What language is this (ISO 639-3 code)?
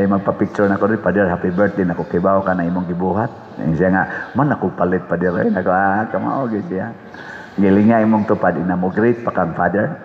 ceb